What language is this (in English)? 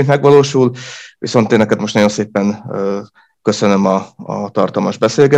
Hungarian